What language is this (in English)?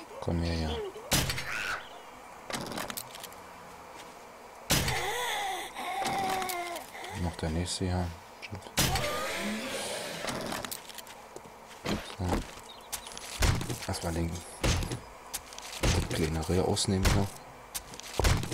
German